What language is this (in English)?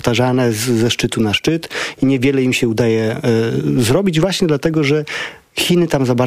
Polish